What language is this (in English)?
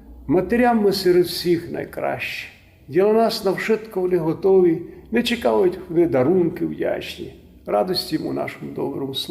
Rusyn